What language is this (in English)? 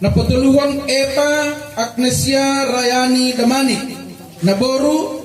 Batak Simalungun